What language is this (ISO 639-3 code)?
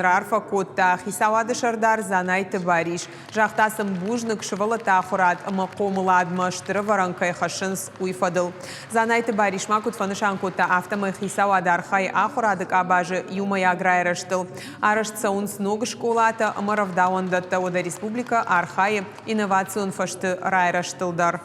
oss